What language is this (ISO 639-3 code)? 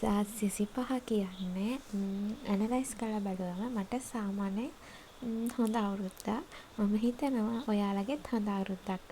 sin